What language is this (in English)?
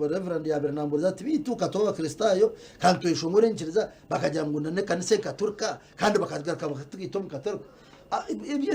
Nyankole